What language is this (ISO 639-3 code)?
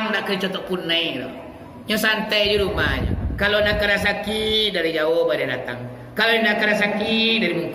min